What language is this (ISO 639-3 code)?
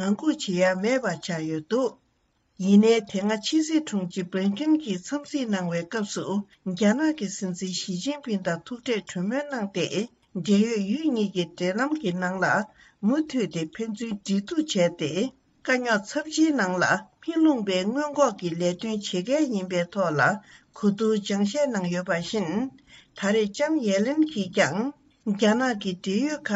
bod